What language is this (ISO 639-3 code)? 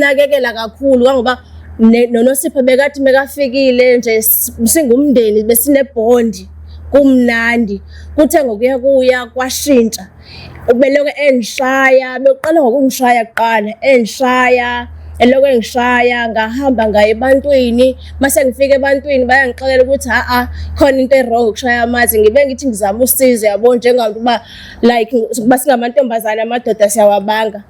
zul